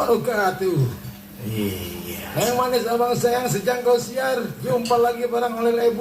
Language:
Betawi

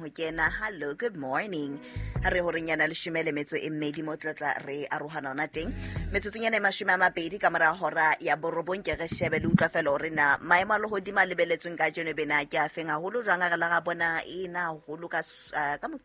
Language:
Southern Sotho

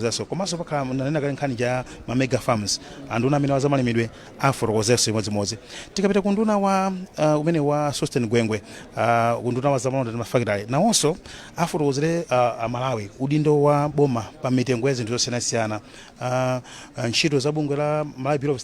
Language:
Nyanja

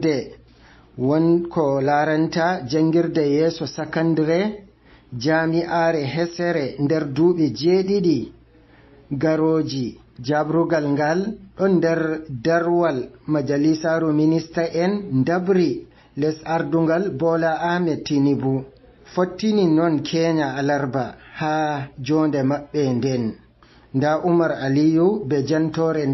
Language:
Fula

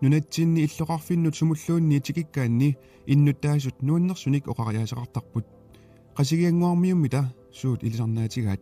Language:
Kalaallisut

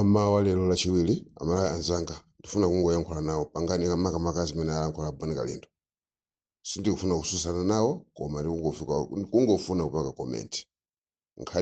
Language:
Nyanja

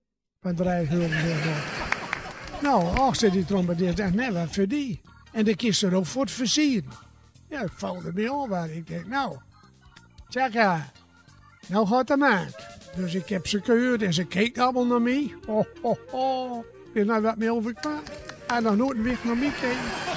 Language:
Gronings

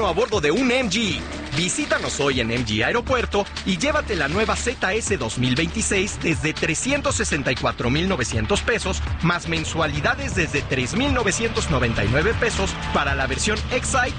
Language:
Spanish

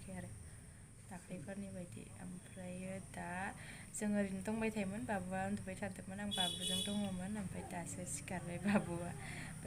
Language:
Bodo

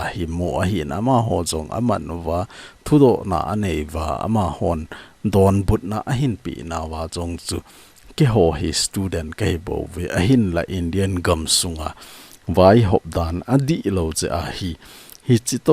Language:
Thado Chin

